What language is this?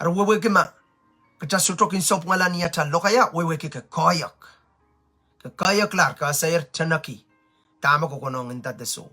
Pohnpeian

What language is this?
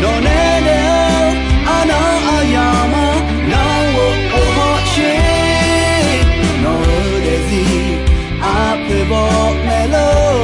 Akha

